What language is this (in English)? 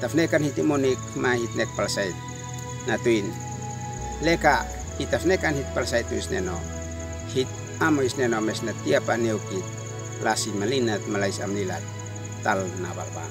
Uab Meto